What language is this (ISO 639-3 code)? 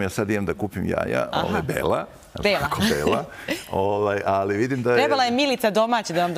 srp